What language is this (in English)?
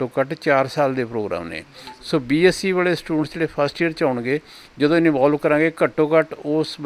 Punjabi